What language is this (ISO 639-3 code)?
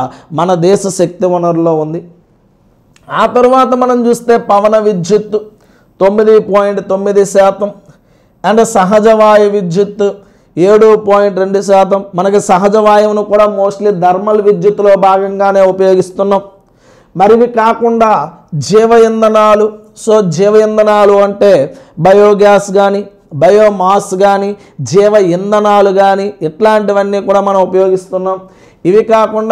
tel